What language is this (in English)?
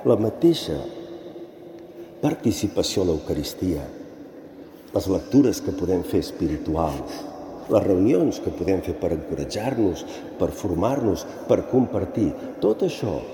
Catalan